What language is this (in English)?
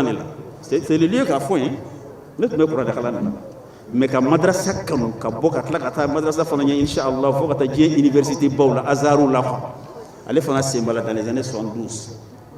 Bambara